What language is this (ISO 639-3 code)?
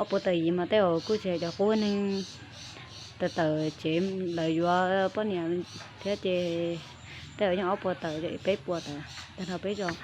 hmn